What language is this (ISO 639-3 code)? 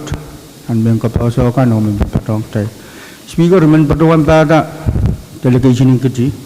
pon